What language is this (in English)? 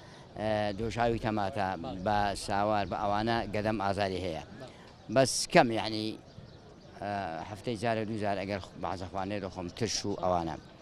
Central Kurdish